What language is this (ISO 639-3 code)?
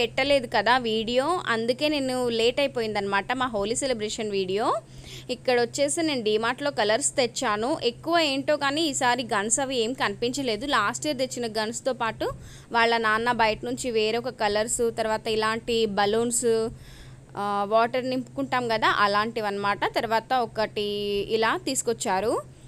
tel